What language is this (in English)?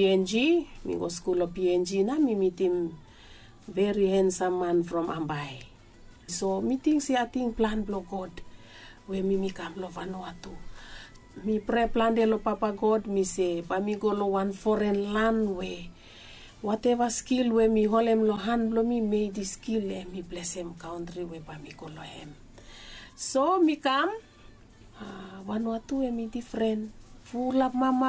Bislama